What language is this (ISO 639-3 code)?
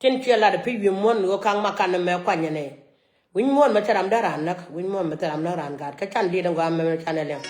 nus